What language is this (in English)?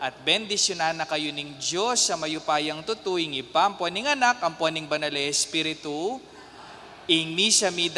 Pampanga